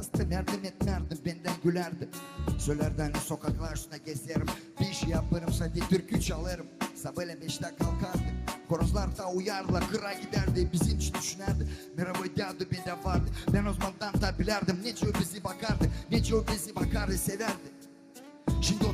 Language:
Gagauz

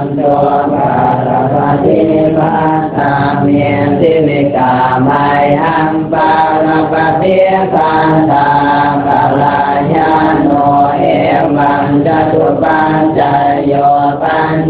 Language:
Pali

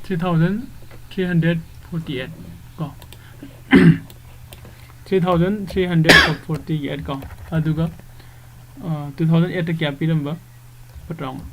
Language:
Manipuri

